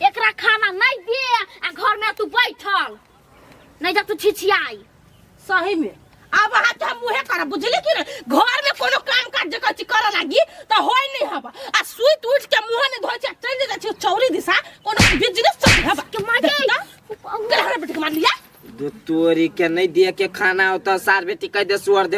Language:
Maithili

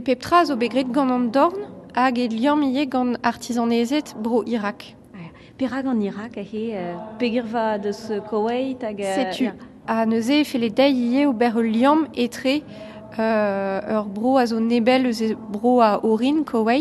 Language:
Breton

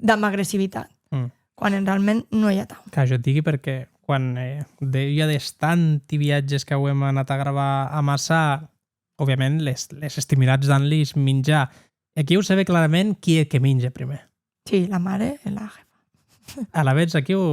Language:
Occitan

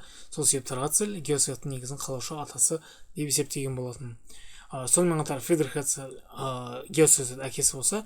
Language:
Kazakh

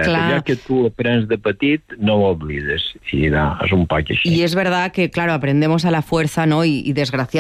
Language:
Catalan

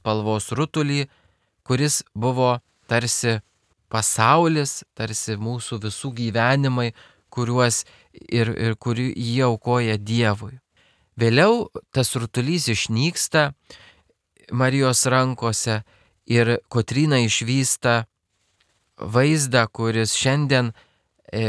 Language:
Lithuanian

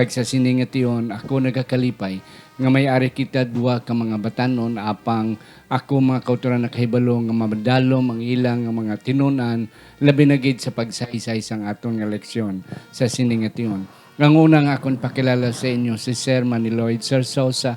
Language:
Hiligaynon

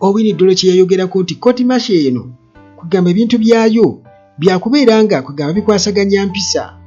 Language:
Ganda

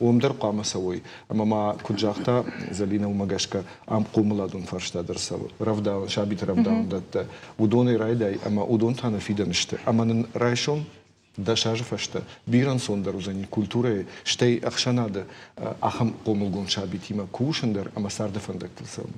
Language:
Ossetic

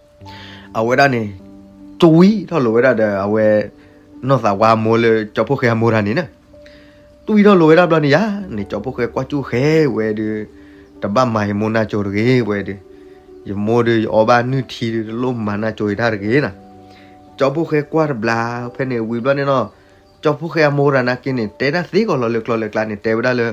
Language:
S'gaw Karen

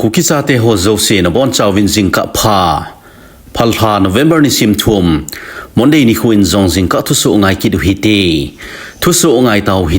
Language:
Thado Chin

